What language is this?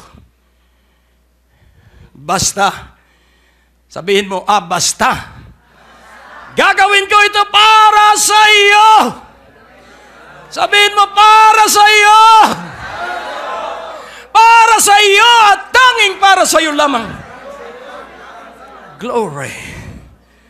Filipino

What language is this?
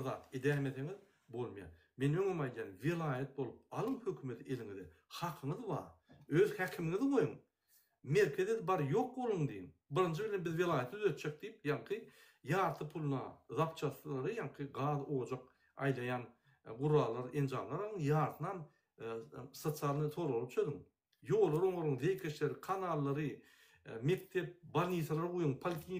Turkmen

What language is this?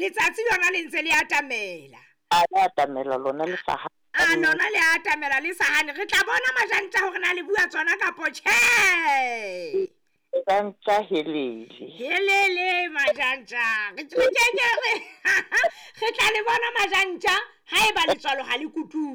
Southern Sotho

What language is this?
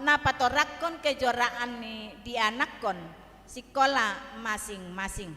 Batak Toba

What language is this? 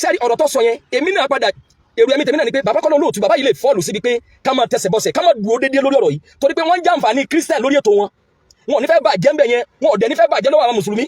Yoruba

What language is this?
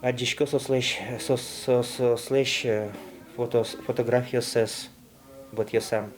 Udmurt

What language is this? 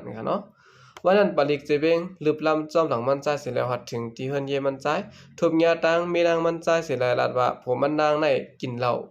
Shan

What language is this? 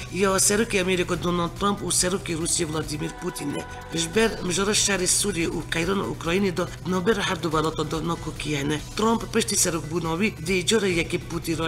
Kurdish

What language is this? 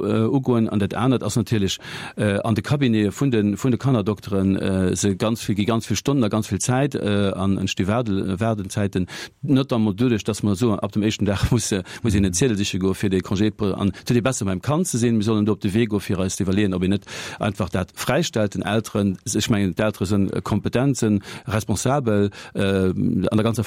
Luxembourgish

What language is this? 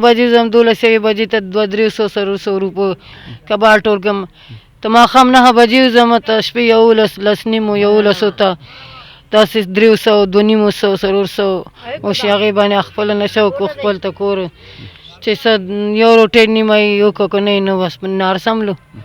Pashto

